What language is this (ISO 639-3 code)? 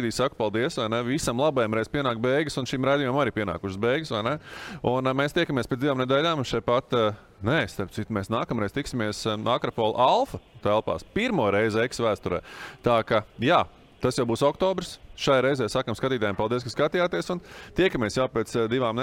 lav